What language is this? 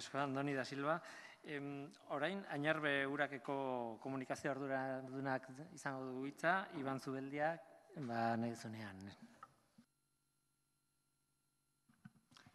Basque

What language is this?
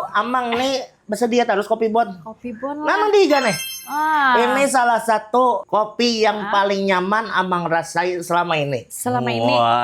Banjar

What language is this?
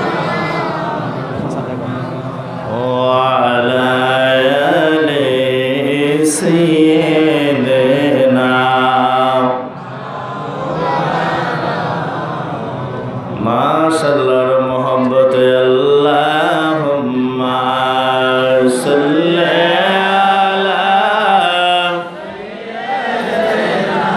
Bangla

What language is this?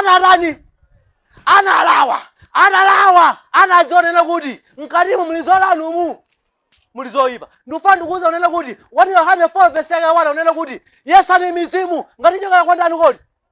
Nyanja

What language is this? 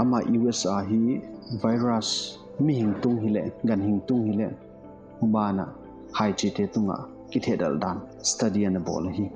Paite Chin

